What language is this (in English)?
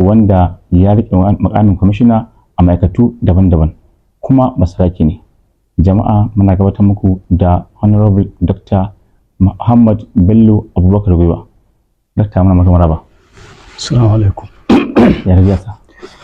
Hausa